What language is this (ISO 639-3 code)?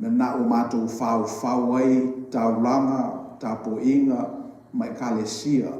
smo